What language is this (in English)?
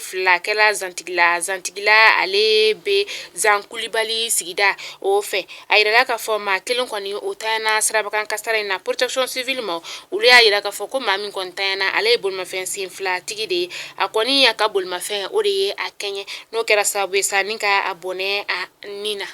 Bambara